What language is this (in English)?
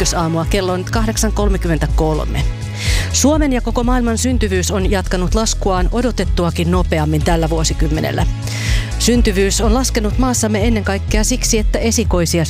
Finnish